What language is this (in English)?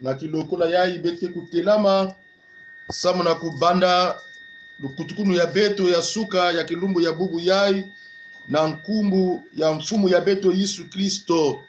Kongo